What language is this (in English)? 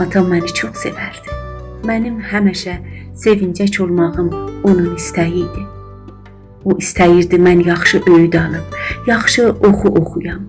South Azerbaijani